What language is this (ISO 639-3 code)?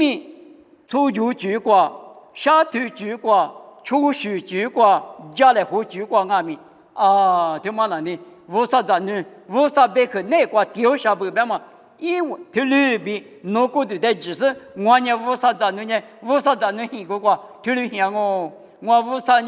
lis